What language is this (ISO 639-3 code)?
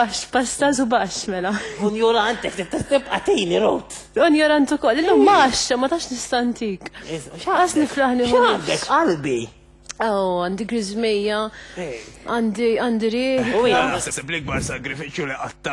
mlt